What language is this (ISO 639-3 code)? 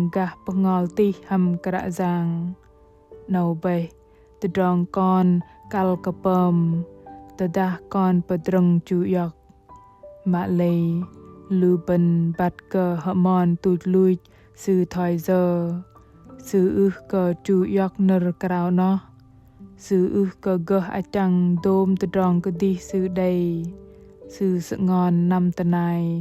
bdq